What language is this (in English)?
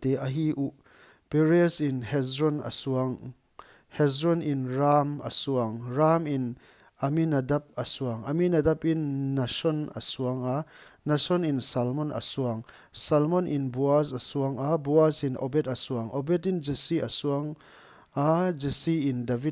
Paite Chin